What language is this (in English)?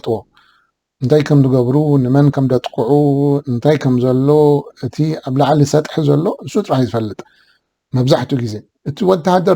Tigrinya